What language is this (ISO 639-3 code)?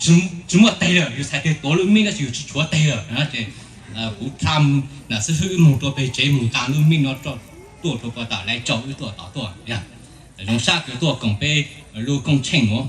hmn